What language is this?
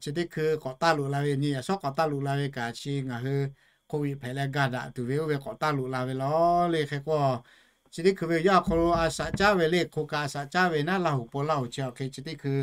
Lahu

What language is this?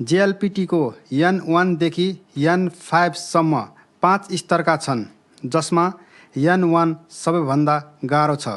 Nepali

